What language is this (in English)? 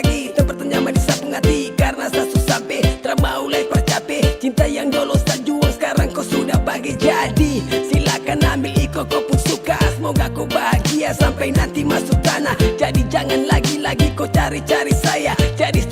Ambonese Malay